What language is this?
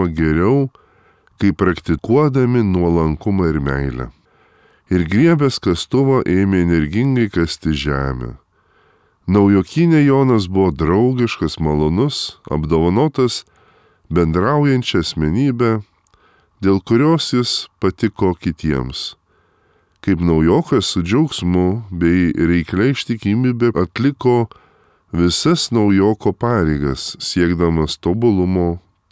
Lithuanian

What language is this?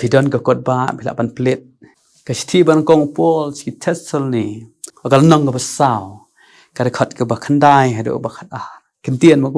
Khasi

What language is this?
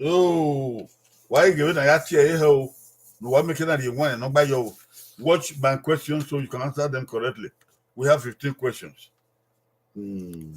Bini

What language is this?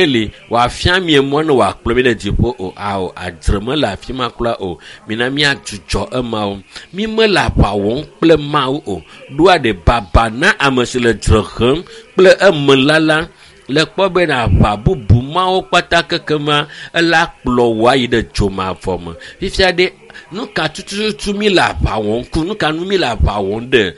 Ewe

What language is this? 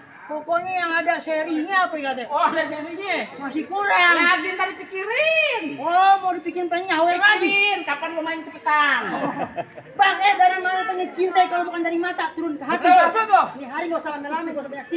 Betawi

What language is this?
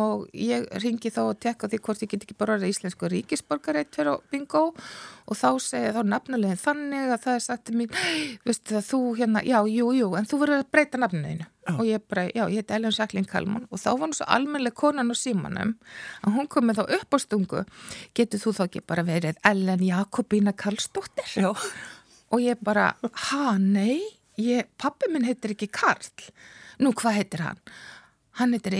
Icelandic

